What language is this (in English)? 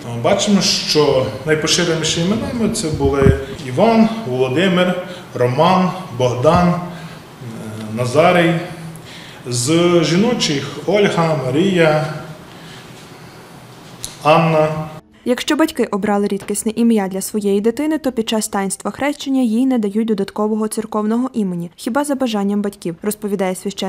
Ukrainian